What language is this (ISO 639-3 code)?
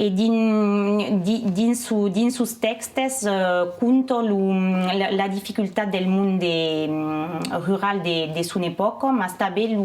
oci